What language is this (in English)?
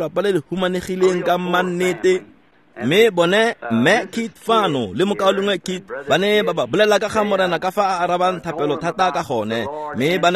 Tswana